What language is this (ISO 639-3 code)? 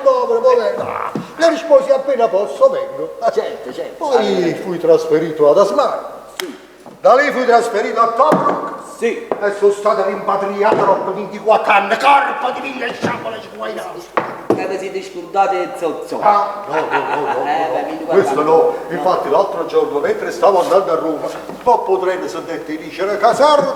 nap